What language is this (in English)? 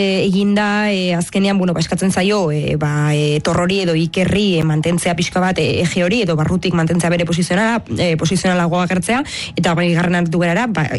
Basque